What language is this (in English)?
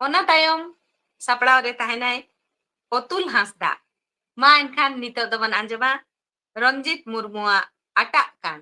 Santali